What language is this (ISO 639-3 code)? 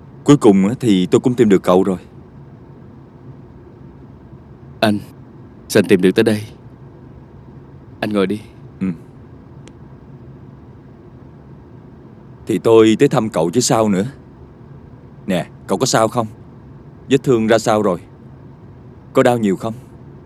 vie